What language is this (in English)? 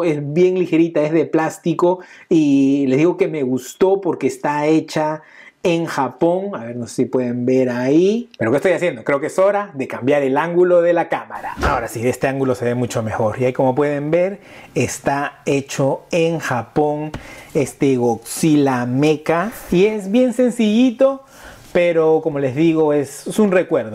Spanish